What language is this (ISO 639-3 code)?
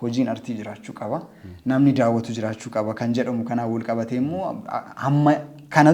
orm